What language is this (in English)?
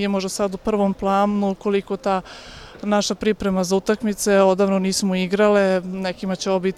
Serbian